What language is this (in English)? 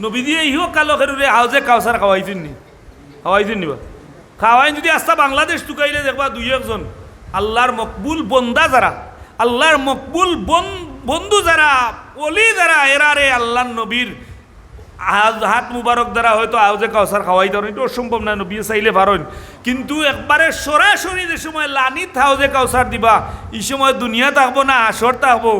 Sylheti